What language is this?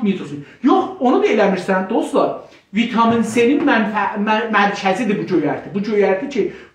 South Azerbaijani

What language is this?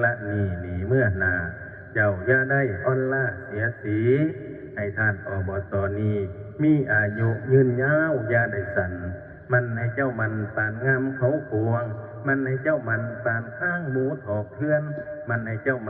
Northeastern Thai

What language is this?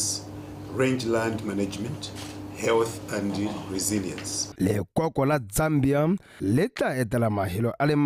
Tswana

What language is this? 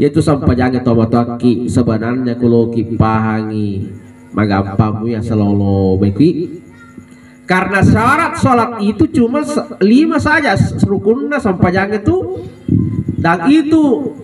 Buginese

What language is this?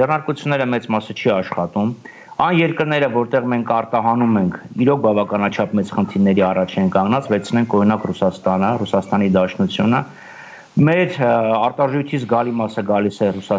Armenian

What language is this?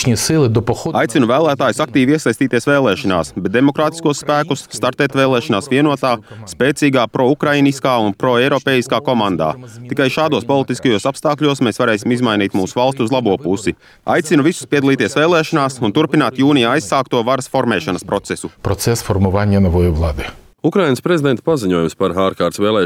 Latvian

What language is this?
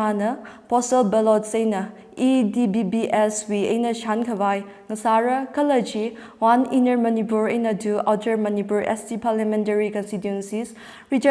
Tangkhul Naga (India)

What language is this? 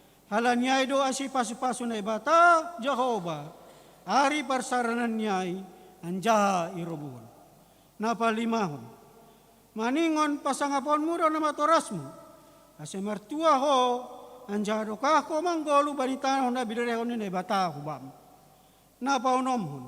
Batak Simalungun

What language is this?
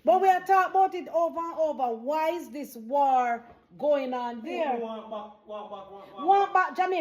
Jamaican Creole English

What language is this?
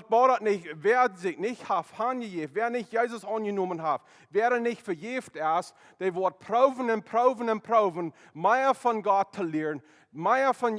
Plautdietsch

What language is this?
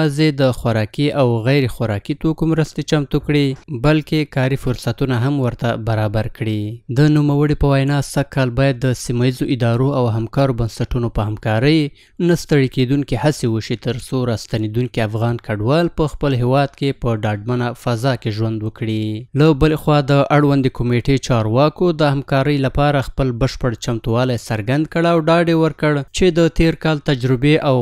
Pashto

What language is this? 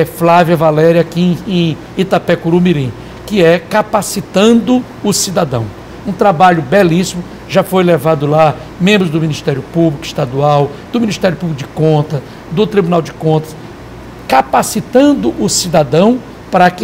Portuguese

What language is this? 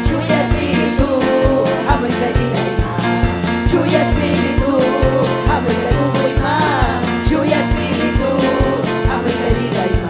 Ayacucho Quechua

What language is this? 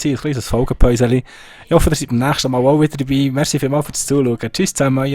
Swiss German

